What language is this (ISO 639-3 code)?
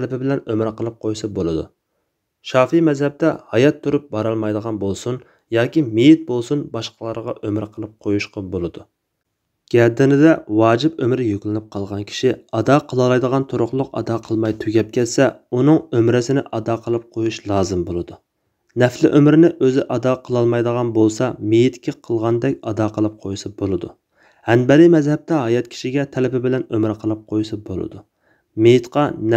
uig